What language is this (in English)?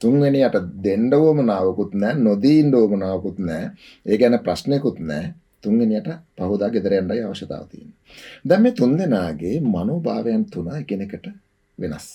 Sinhala